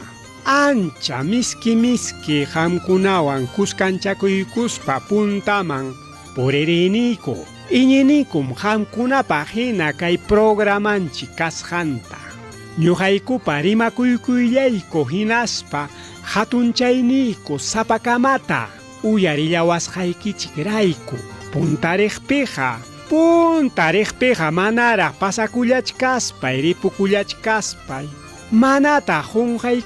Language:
Ayacucho Quechua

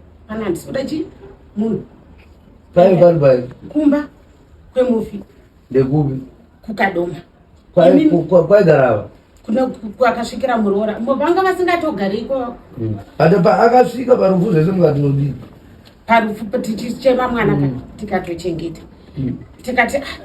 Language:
Shona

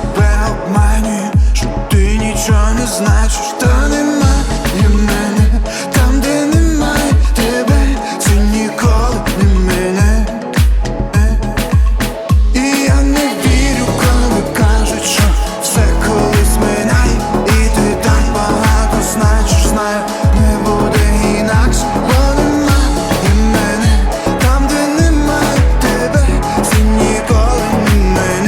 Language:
Ukrainian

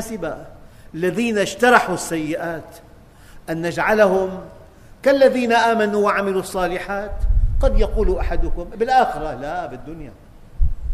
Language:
Arabic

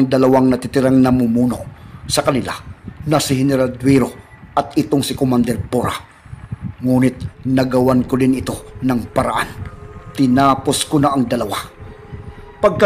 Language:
Filipino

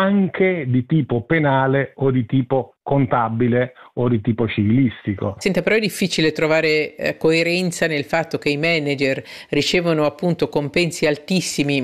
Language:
Italian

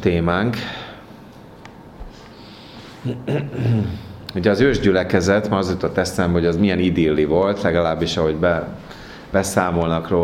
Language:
Hungarian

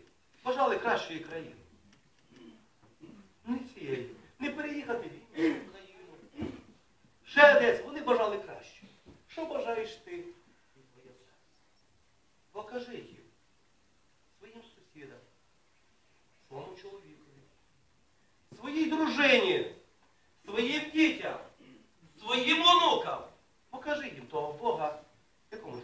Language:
Ukrainian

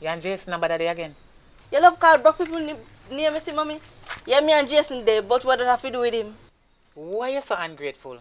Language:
Jamaican Creole English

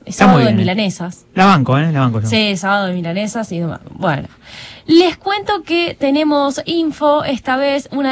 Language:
Spanish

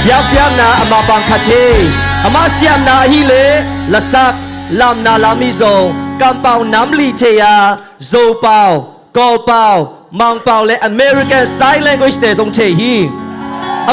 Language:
Tedim Chin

